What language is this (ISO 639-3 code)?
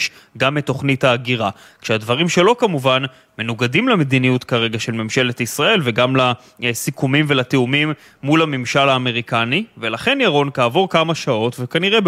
heb